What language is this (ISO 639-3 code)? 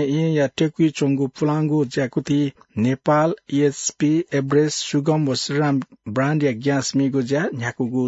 new